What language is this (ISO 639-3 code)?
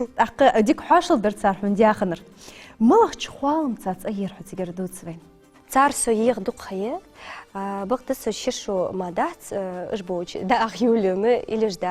inh